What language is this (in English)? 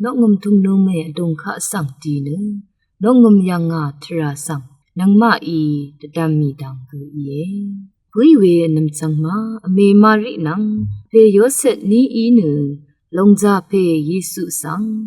Rawang